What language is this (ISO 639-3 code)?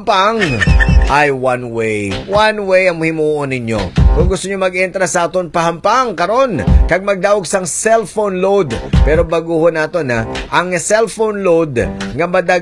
hil